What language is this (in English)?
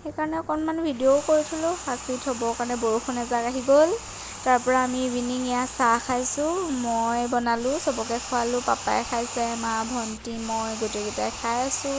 Assamese